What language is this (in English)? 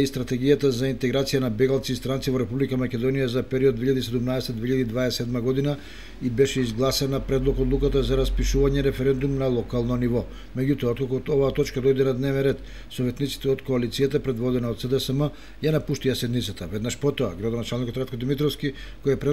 Macedonian